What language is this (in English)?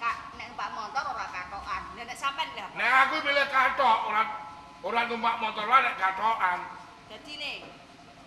Javanese